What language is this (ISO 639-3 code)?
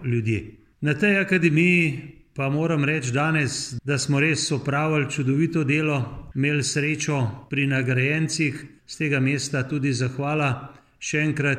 slv